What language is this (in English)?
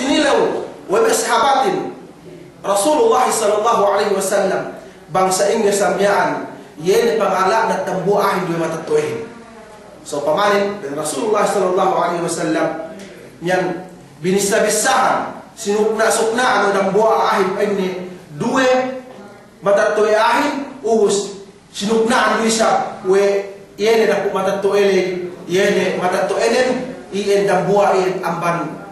Yakan